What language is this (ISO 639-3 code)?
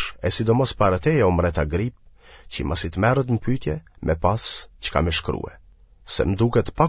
sqi